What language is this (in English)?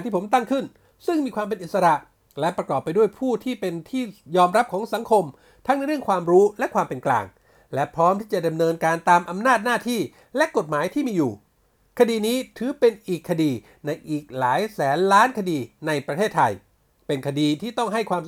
Thai